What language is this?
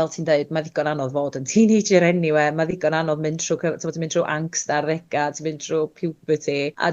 Welsh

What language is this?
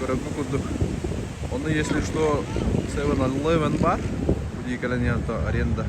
Yakut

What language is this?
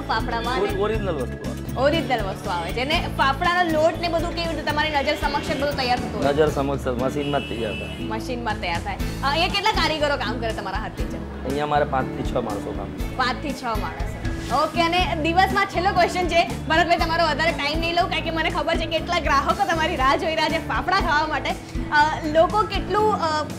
Gujarati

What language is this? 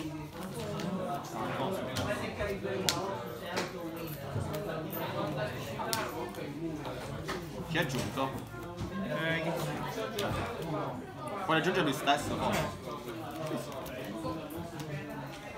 Italian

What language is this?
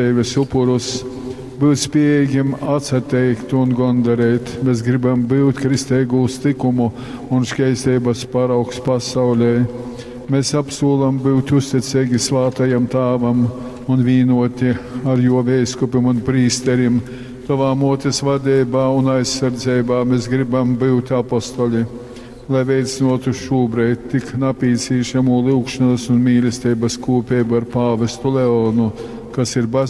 Latgalian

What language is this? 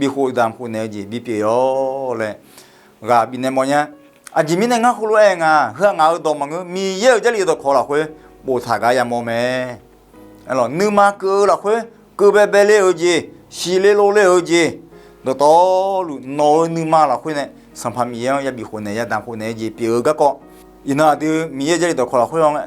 Akha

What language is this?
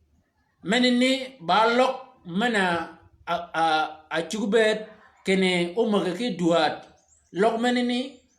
Shilluk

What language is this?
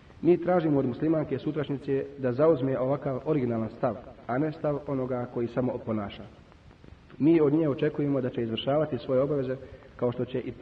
Bosnian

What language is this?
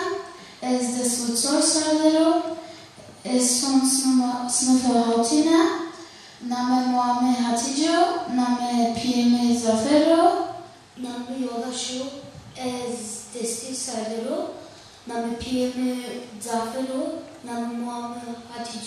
Zaza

